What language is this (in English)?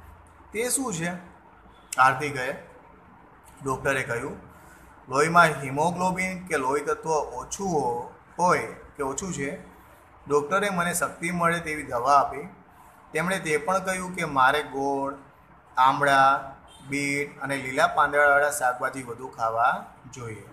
Gujarati